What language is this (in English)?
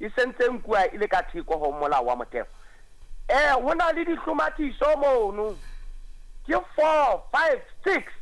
Southern Sotho